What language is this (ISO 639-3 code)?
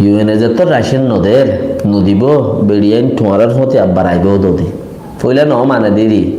rhg